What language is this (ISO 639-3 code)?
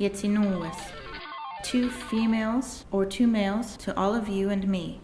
moh